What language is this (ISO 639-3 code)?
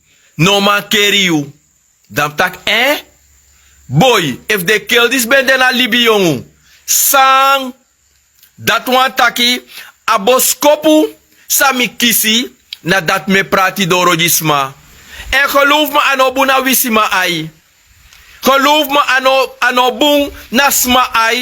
srn